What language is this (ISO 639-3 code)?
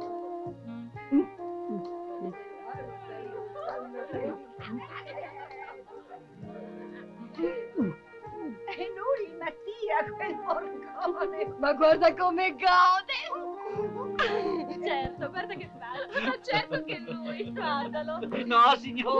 ita